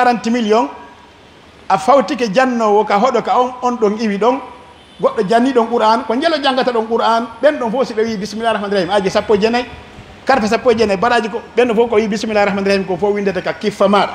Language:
Pular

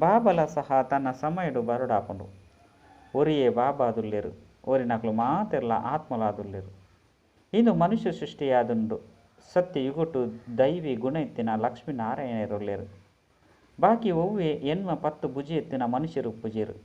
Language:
Tulu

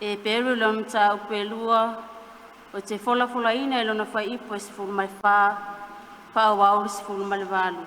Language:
Samoan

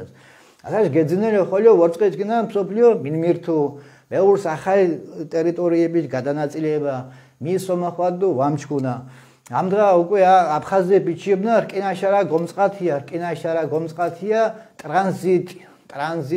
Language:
Mingrelian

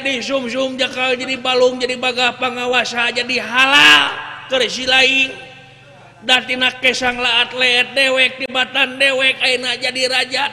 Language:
Sundanese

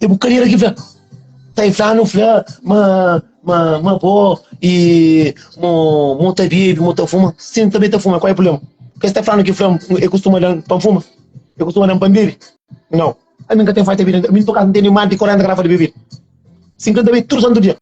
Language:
Kabuverdianu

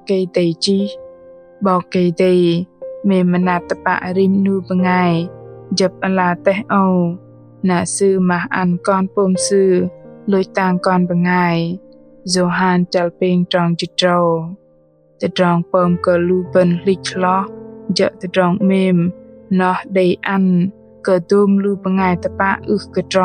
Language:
Bahnar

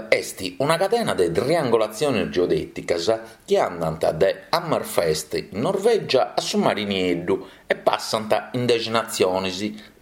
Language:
Sardinian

